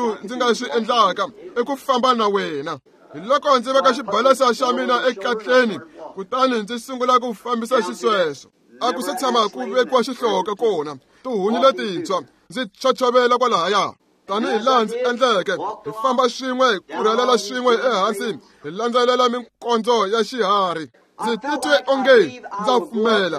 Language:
Tsonga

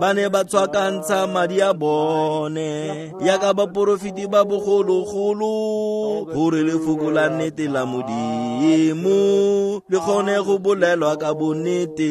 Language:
Tswana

